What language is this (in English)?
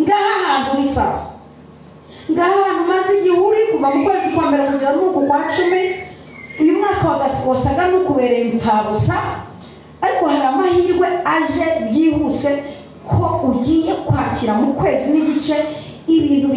Kinyarwanda